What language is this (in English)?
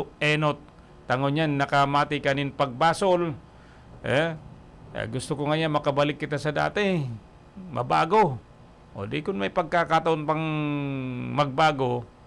Bikol